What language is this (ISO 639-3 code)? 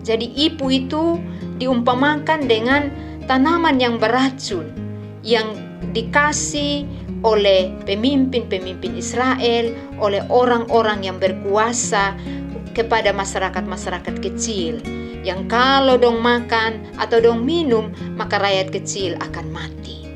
mkn